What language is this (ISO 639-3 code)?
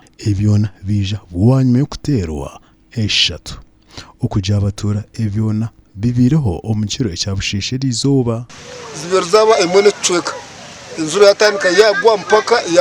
nyn